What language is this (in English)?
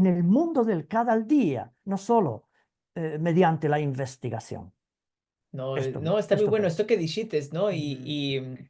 Ladino